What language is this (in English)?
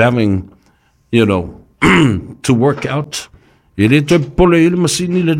Samoan